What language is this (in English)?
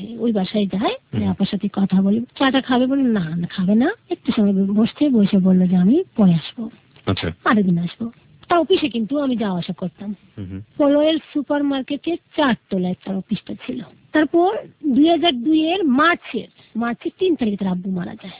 Bangla